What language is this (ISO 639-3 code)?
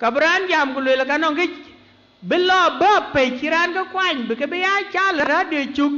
din